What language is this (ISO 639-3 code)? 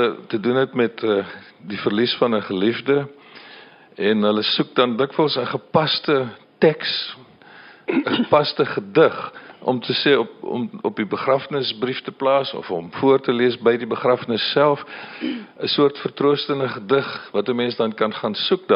afr